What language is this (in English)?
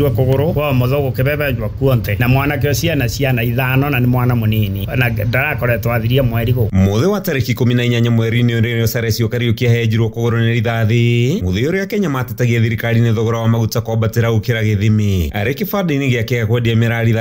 Kikuyu